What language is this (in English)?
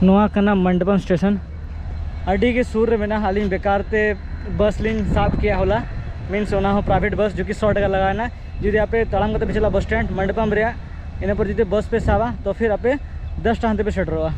Santali